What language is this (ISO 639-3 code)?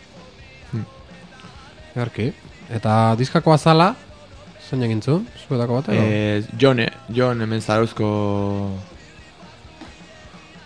eus